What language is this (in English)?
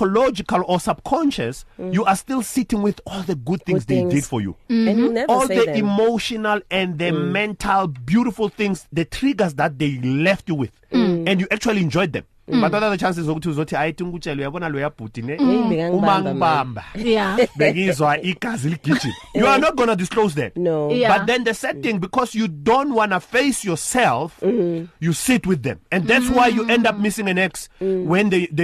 English